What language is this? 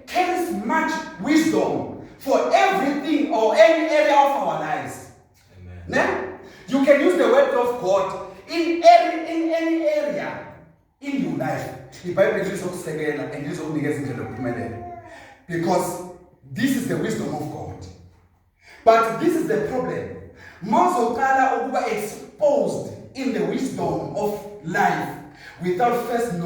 Zulu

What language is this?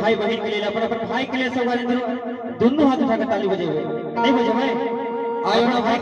Maithili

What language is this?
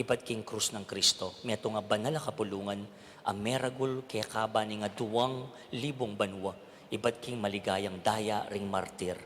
Pampanga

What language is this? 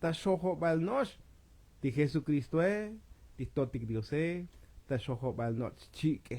Tzotzil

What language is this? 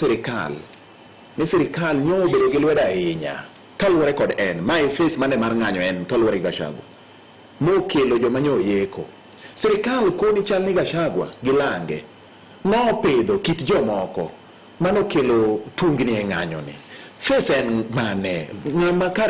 Luo (Kenya and Tanzania)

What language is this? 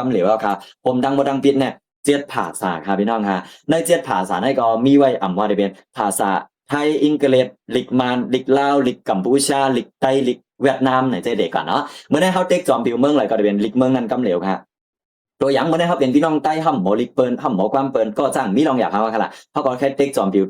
Shan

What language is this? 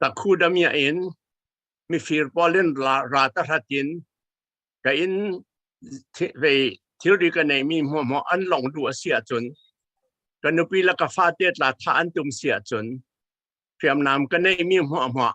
Falam Chin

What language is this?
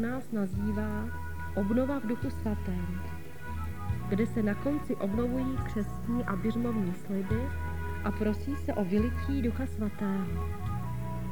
Czech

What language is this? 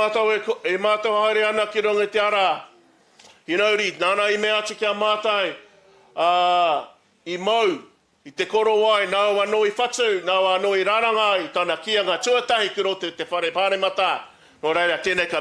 Māori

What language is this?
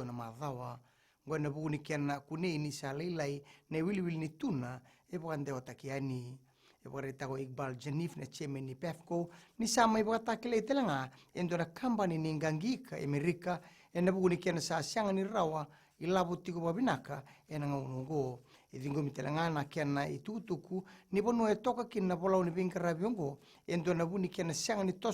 Fijian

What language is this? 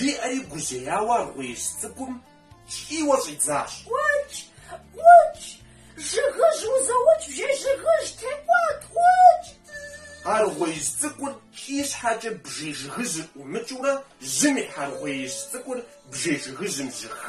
Kabardian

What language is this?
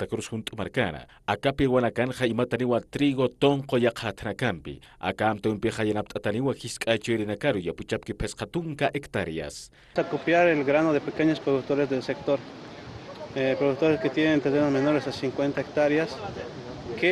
Aymara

